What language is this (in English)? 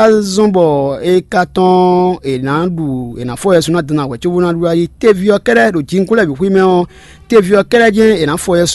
Fon